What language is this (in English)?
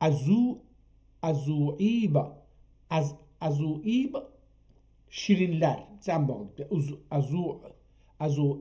South Azerbaijani